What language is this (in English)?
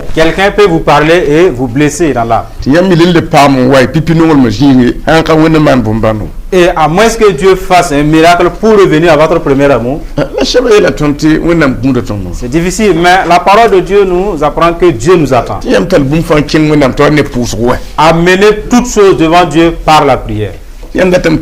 Mossi